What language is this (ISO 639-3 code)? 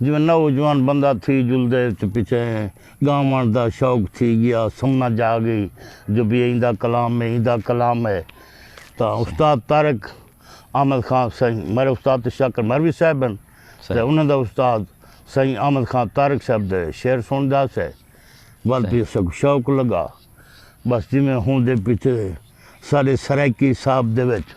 skr